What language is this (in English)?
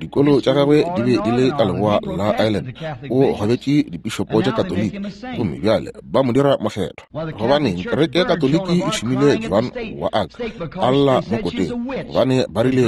Northern Sotho